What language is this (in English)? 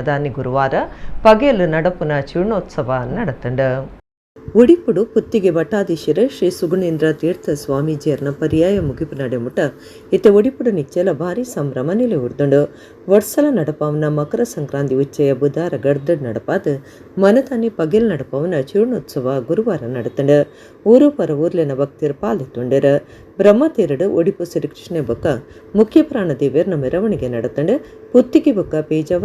Tulu